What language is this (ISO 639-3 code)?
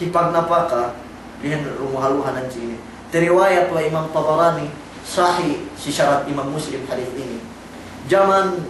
yka